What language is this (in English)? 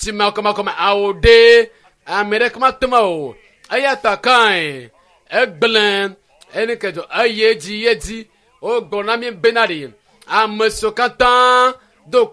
Ewe